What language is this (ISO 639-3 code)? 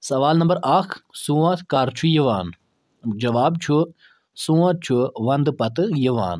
kas